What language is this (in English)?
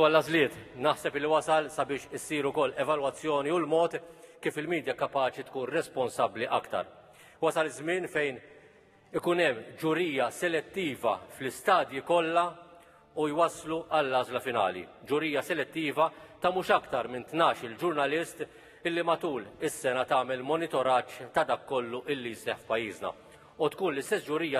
Maltese